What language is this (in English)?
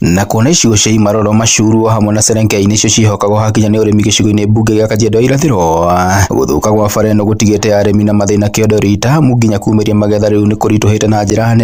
Kikuyu